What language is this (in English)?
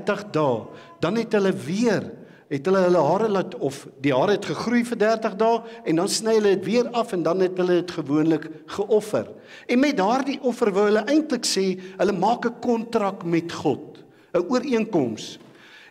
Afrikaans